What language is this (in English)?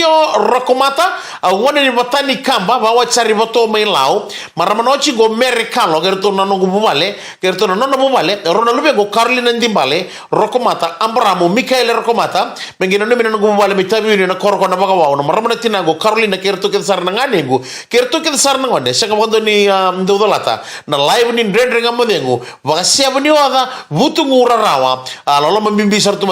Fijian